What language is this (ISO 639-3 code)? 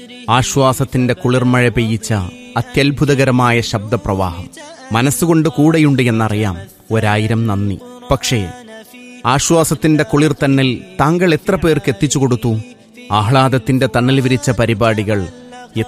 mal